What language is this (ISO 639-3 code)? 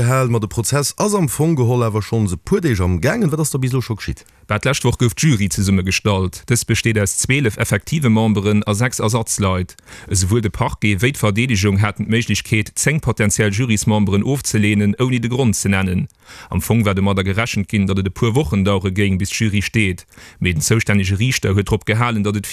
ltz